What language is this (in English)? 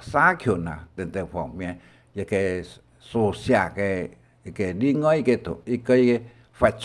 Hakka Chinese